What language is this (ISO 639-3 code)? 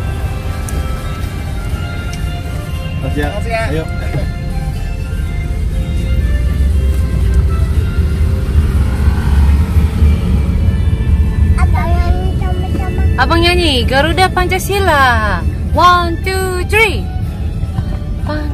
ind